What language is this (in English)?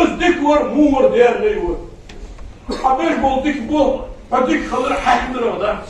Ingush